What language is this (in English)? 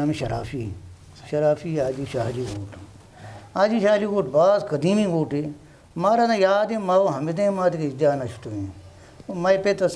Eastern Balochi